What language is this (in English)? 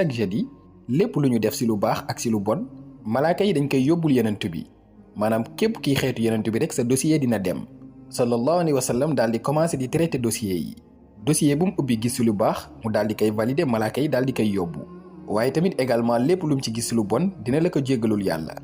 Wolof